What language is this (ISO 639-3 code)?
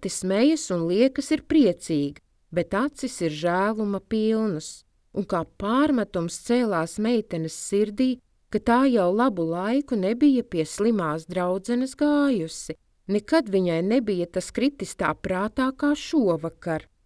lav